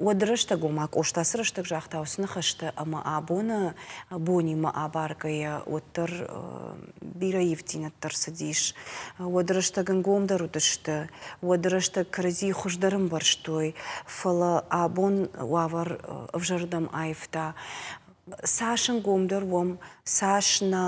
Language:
Ossetic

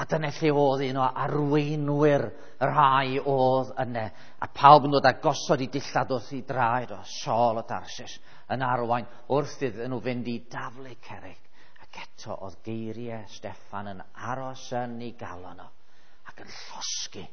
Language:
Welsh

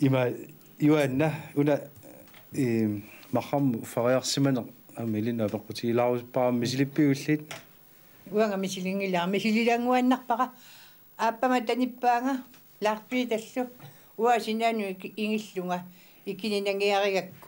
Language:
Kalaallisut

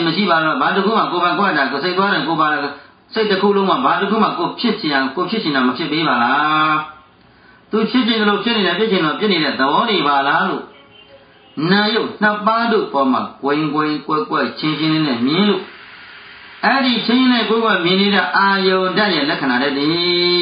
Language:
Burmese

